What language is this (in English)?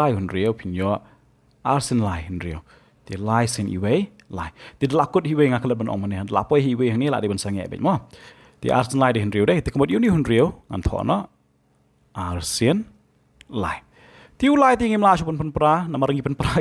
Khasi